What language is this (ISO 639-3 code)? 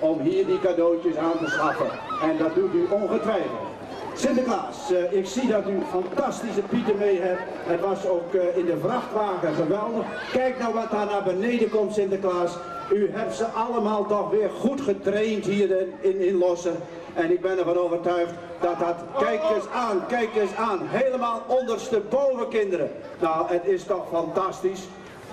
nld